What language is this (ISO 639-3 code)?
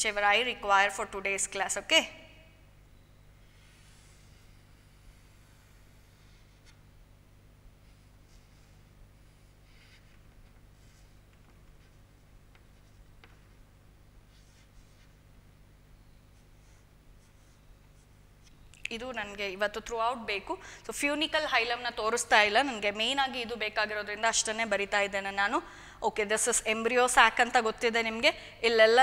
kan